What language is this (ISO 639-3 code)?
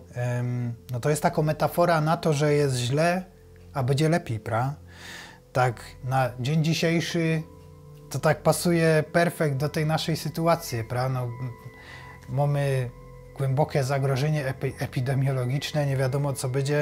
szl